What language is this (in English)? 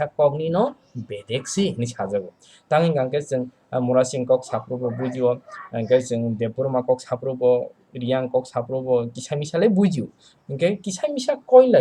Kok Borok